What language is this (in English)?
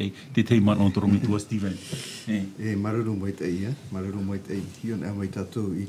Tahitian